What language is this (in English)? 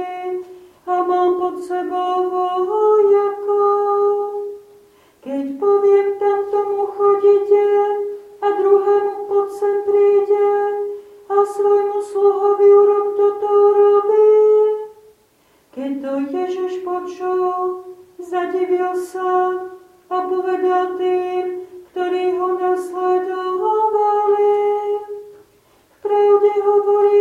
Slovak